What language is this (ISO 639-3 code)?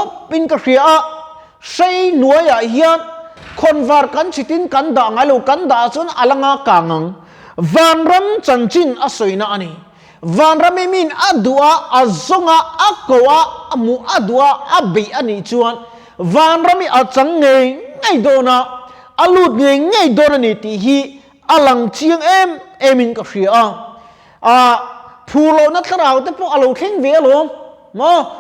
lus